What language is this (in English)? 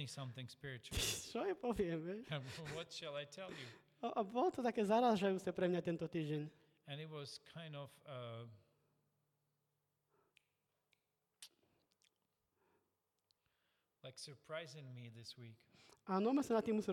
Slovak